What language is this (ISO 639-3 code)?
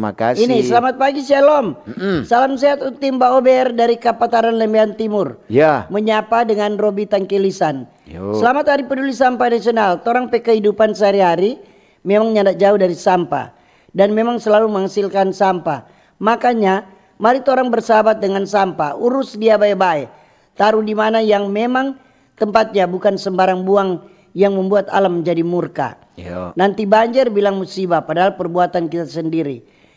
xmm